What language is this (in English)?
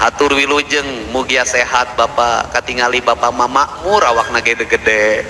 Sundanese